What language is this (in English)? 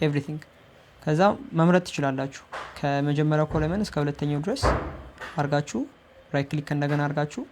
Amharic